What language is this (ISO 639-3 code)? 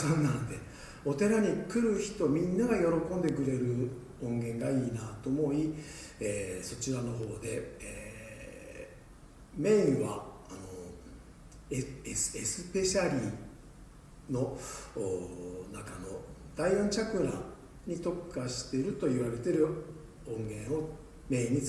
jpn